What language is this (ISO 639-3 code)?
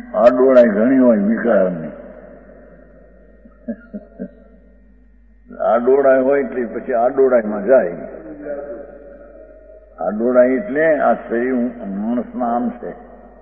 guj